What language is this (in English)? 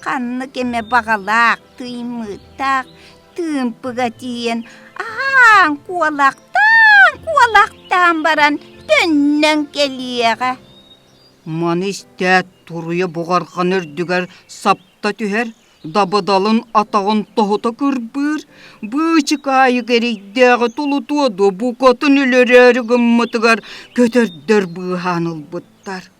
Yakut